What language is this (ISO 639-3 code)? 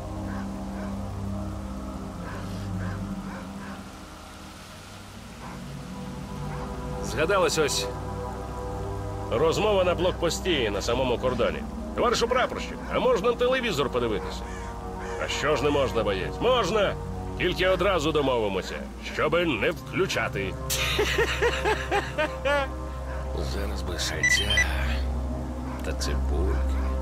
ukr